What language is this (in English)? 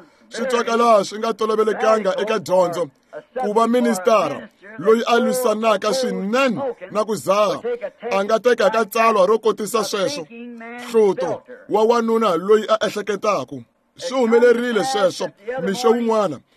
Tsonga